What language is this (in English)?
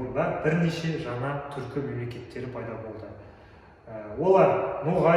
Kazakh